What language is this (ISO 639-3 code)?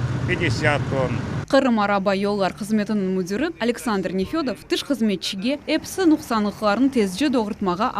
crh